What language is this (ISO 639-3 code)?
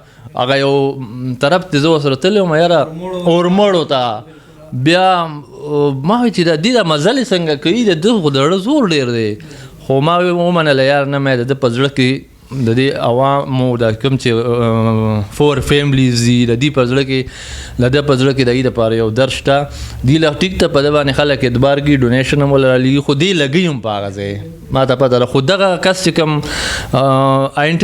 pus